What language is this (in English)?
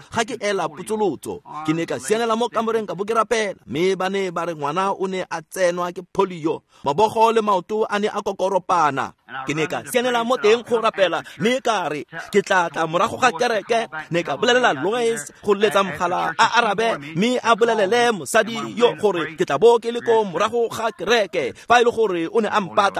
Tswana